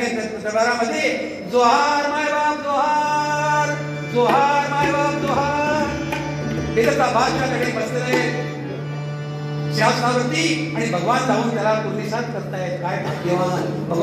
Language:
Marathi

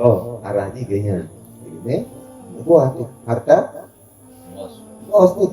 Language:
Achinese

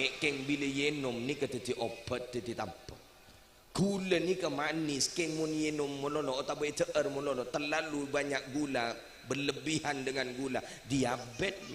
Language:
Madurese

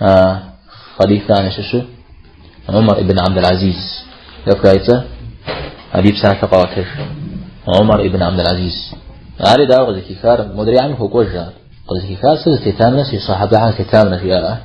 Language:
Kabardian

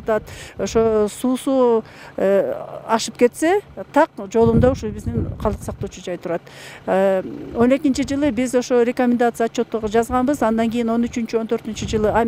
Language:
Kyrgyz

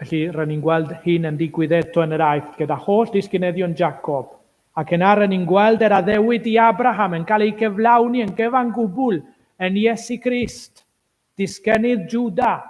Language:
Welsh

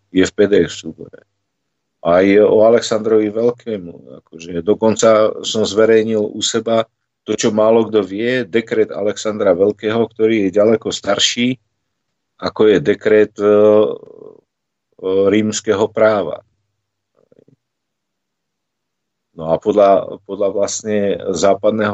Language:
Slovak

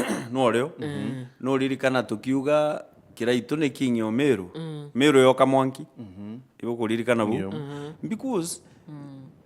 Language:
Meru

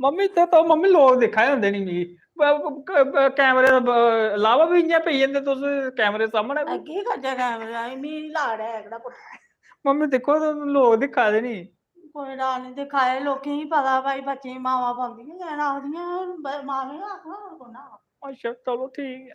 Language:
Dogri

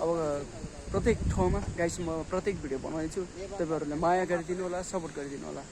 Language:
Nepali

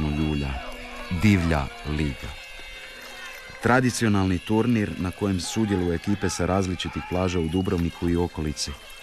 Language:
Croatian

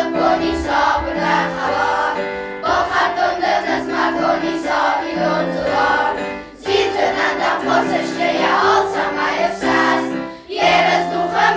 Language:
Ossetic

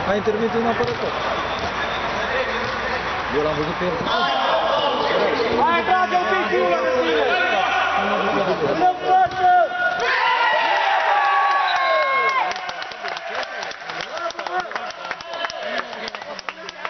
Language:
Romanian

